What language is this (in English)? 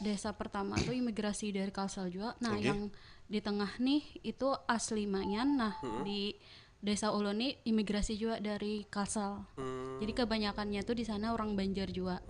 Banjar